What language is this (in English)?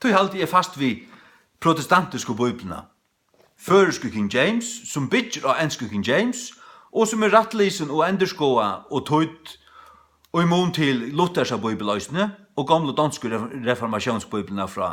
Faroese